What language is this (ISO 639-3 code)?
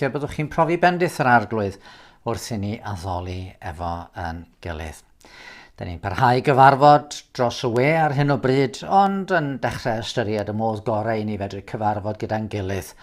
cym